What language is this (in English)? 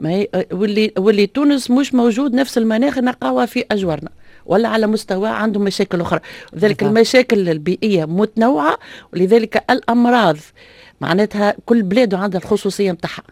Tunisian Arabic